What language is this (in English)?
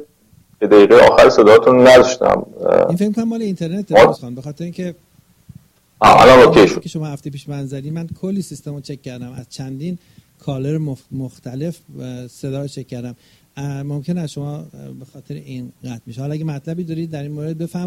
Persian